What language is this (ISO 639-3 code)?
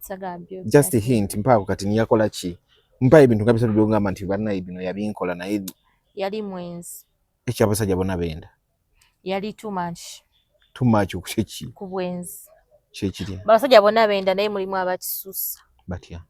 lug